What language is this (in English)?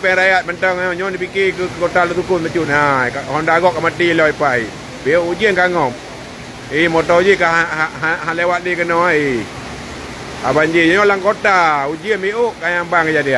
Achinese